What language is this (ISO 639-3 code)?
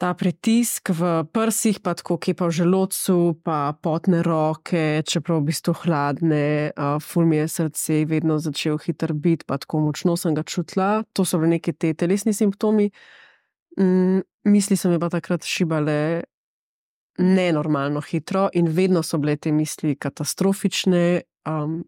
slv